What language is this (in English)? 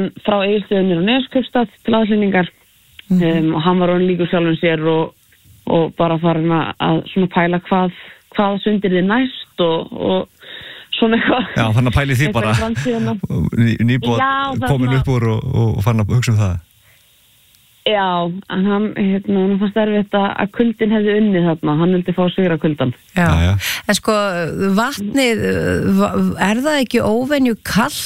Icelandic